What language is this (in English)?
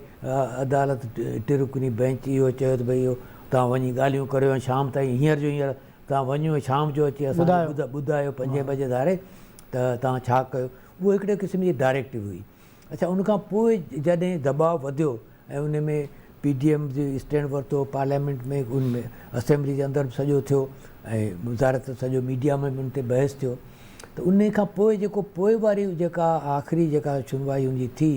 Sindhi